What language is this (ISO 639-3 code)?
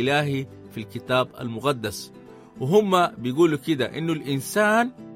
apd